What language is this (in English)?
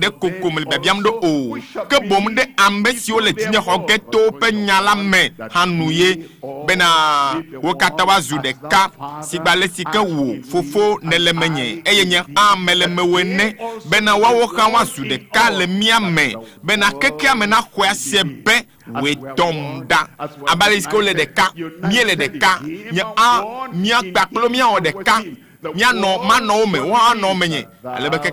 Ewe